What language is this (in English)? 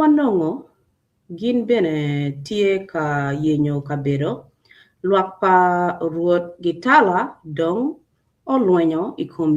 Acoli